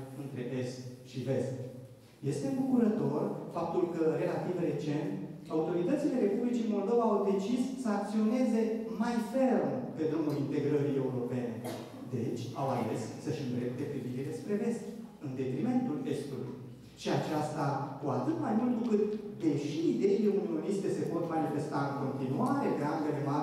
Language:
Romanian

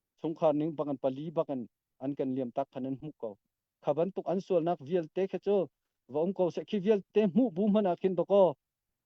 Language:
Hakha Chin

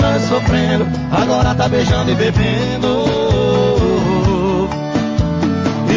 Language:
Portuguese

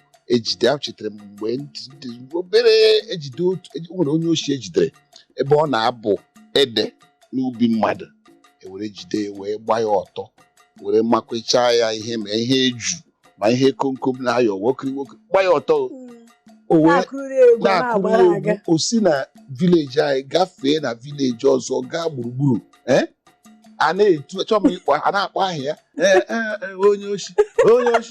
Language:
Igbo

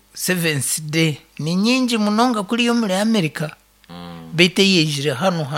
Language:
Nyankole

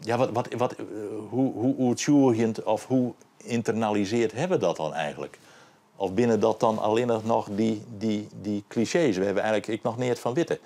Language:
Western Frisian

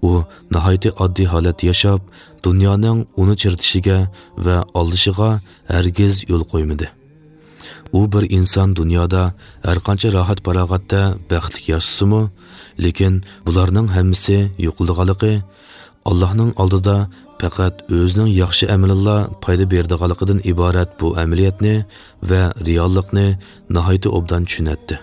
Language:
Uyghur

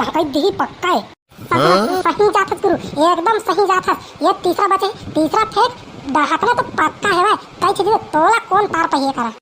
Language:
Chhattisgarhi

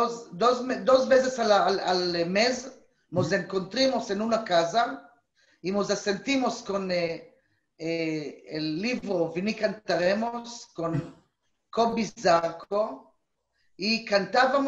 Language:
Ladino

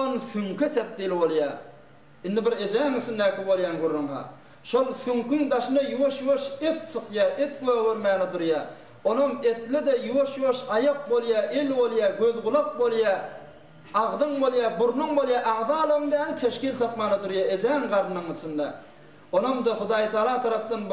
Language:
Turkmen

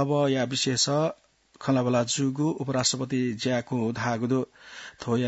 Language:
Newari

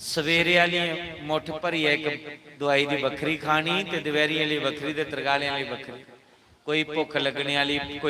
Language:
Dogri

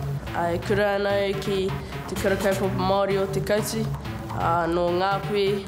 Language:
Māori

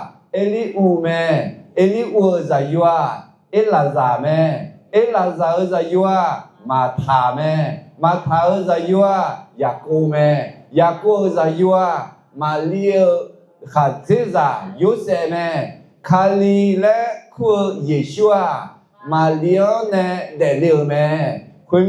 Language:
Akha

